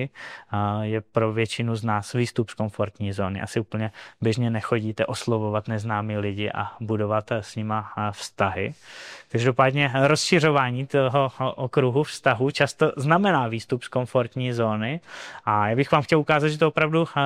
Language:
Czech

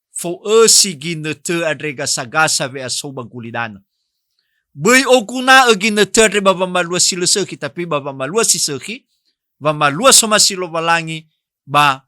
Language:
Nias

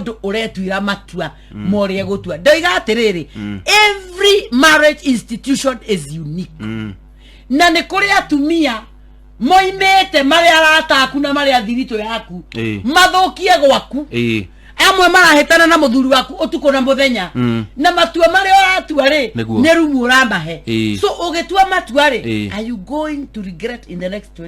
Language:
Kikuyu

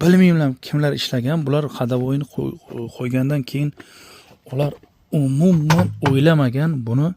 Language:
Uzbek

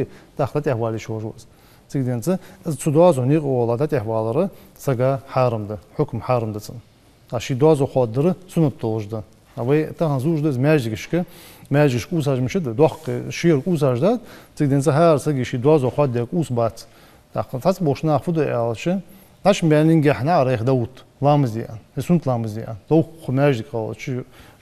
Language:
Ingush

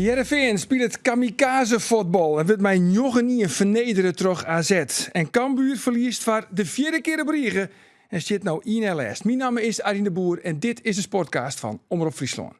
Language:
Western Frisian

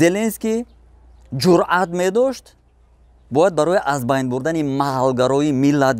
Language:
Tajik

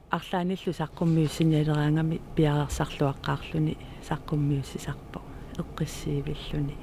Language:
Kalaallisut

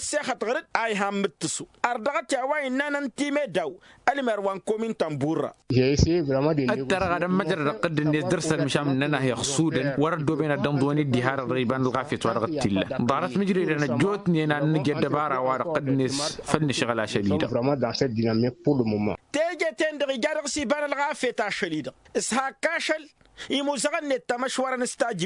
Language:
Tamasheq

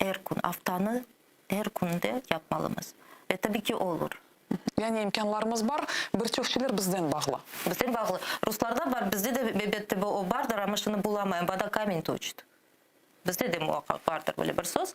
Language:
Crimean Tatar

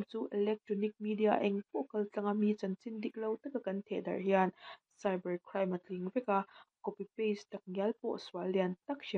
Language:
Mizo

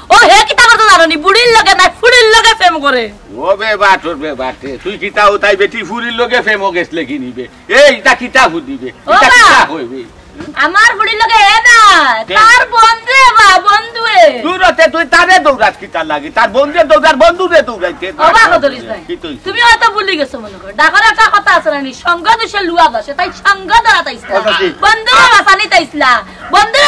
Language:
Sylheti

